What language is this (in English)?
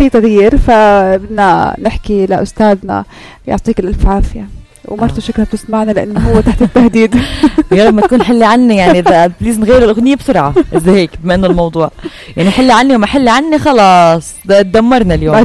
North Levantine Arabic